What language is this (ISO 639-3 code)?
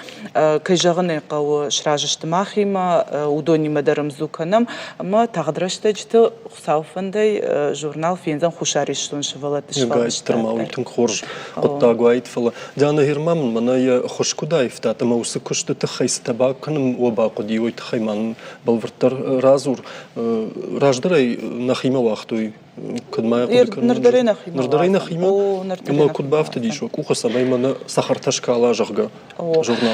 oss